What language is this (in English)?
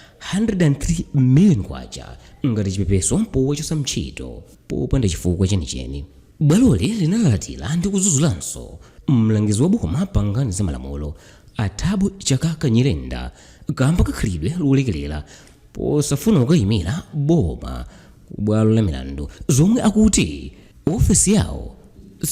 Nyanja